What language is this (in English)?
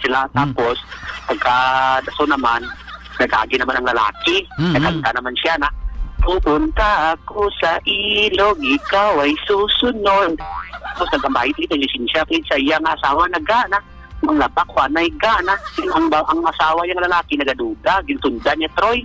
Hiligaynon